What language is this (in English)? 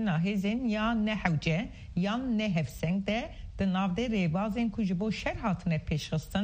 Kurdish